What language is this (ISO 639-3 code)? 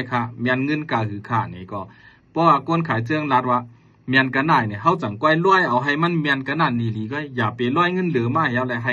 shn